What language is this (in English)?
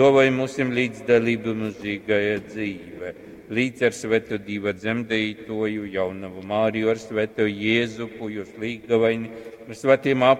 Latgalian